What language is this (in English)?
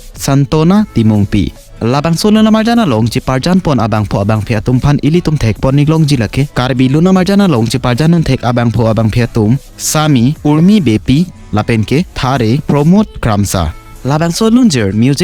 Karbi